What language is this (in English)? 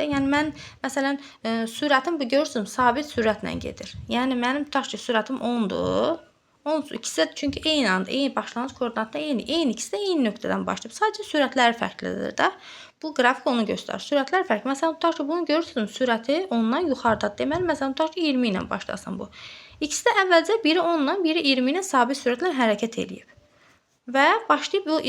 Azerbaijani